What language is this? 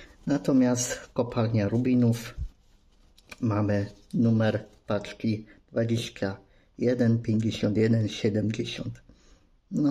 Polish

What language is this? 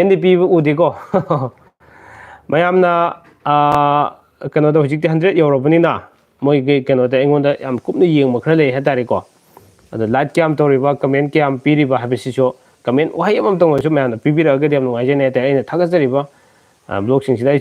Manipuri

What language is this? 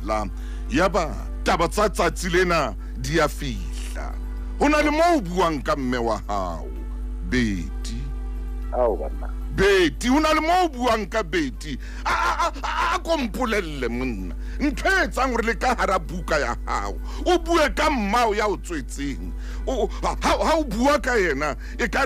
Southern Sotho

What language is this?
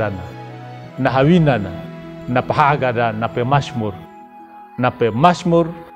Anakalangu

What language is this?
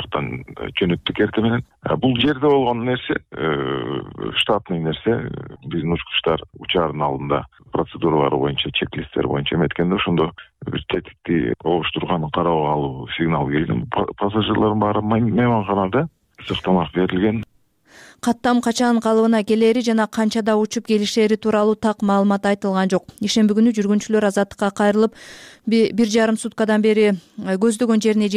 Kyrgyz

